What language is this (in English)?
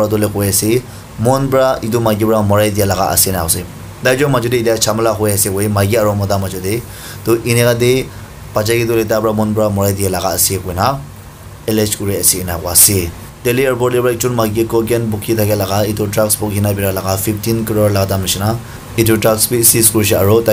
Naga Pidgin